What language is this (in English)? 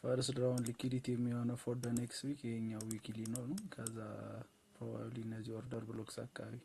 Amharic